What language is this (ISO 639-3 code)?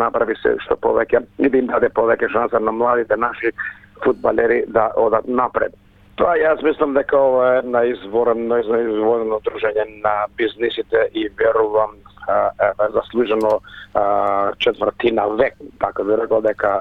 mkd